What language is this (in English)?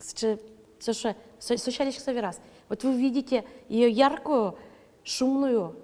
Udmurt